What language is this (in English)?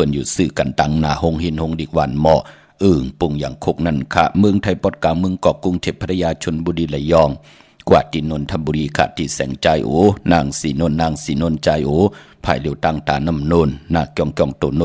Shan